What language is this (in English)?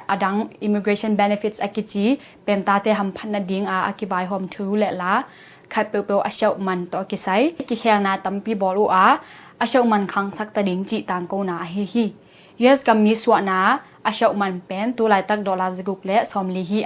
Tedim Chin